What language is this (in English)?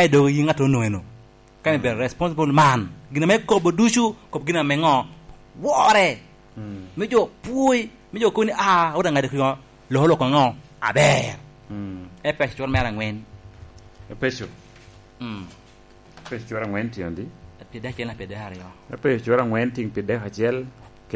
Lango (Uganda)